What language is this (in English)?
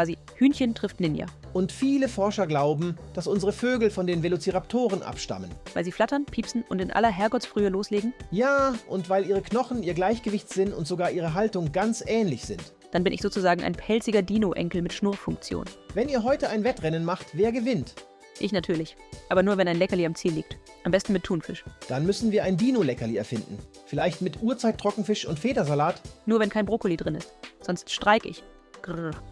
Swiss German